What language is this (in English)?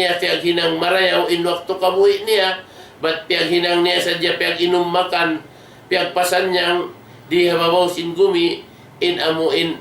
Tausug